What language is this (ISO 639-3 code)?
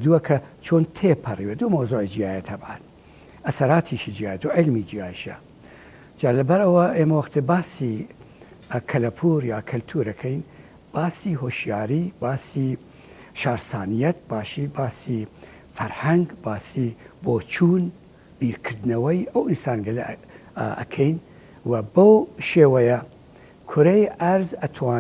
ckb